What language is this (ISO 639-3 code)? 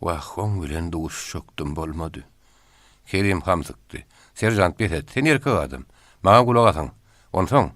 tuk